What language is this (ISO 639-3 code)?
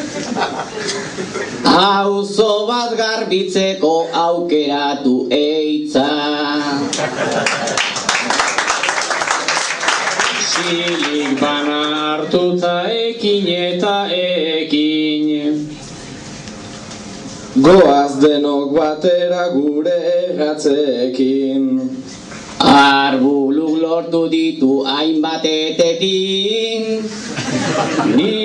eus